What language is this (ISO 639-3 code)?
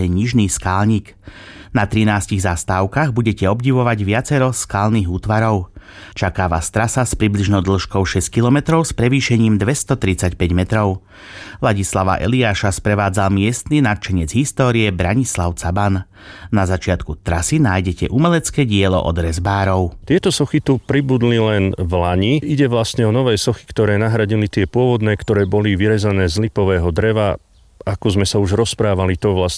slk